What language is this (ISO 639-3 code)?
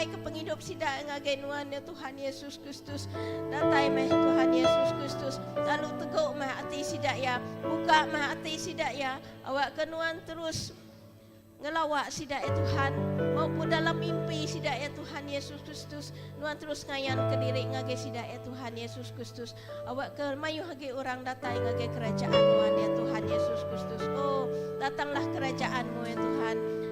iba